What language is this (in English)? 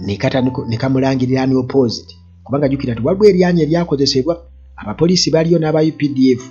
Ganda